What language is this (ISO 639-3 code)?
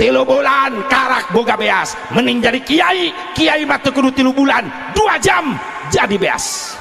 sun